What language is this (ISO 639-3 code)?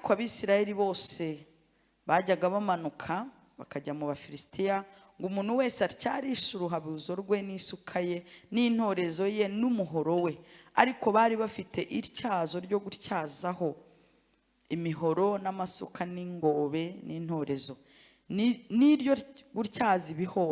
kin